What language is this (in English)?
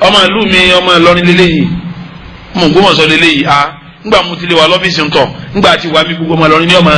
Yoruba